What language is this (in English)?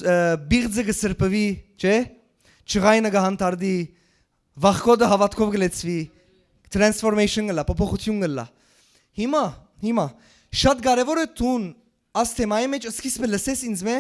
Western Armenian